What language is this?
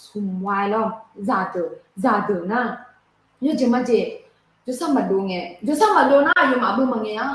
Akha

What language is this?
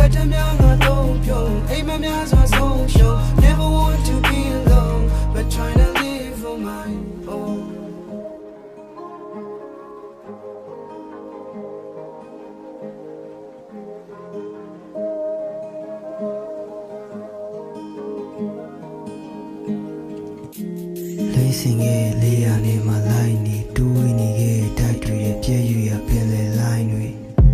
Burmese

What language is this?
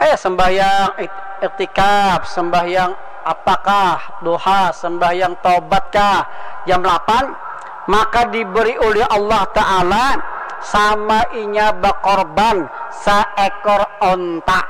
Banjar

